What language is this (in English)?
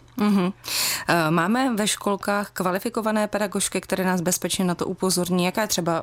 Czech